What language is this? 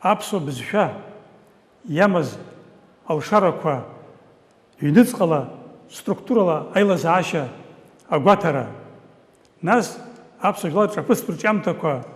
Abkhazian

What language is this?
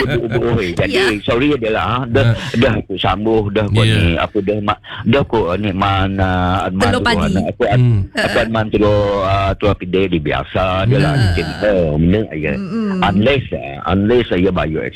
Malay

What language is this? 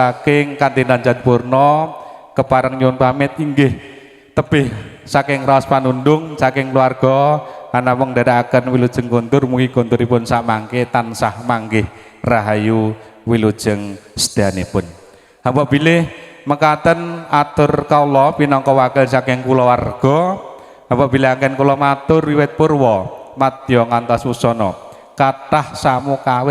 Javanese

